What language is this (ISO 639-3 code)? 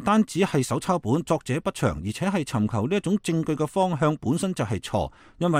yue